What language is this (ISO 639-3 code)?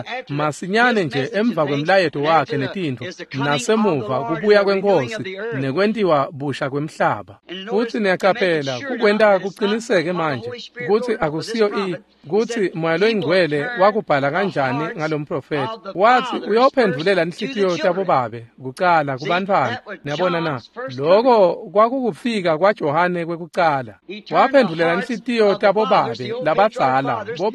ssw